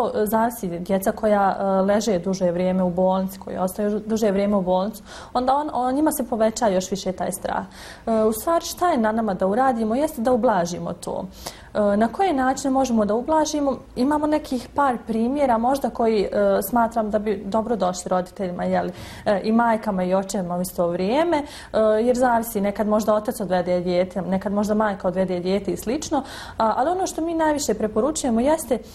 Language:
Bosnian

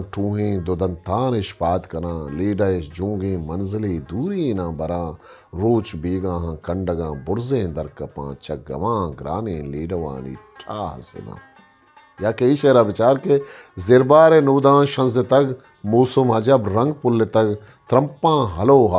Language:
Eastern Balochi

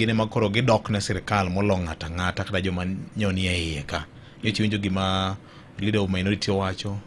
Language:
Luo (Kenya and Tanzania)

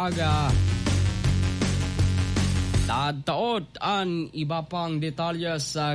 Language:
Filipino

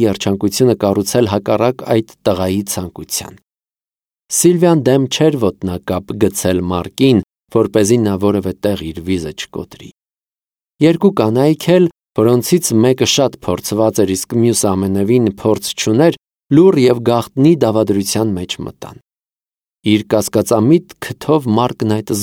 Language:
Armenian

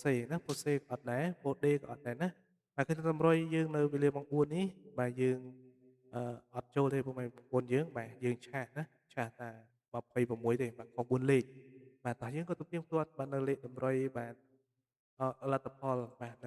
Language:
Khmer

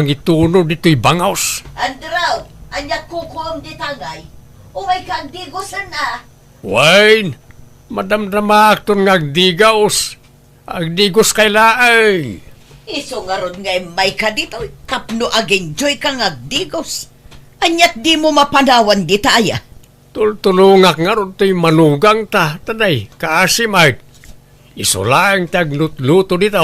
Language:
Iloko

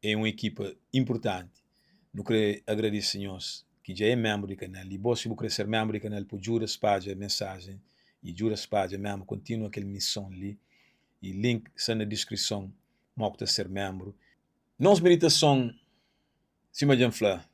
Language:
Kabuverdianu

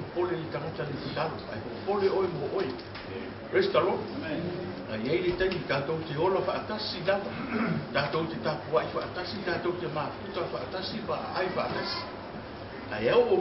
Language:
Samoan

